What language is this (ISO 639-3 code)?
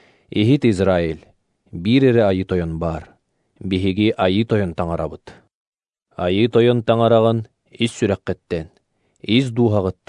sah